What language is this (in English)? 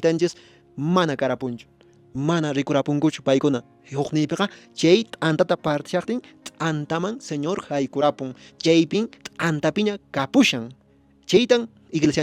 Quechua